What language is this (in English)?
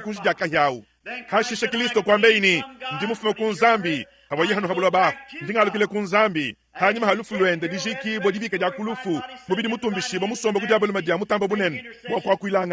Luba-Lulua